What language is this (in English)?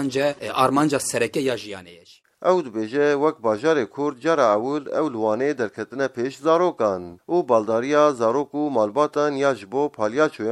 Kurdish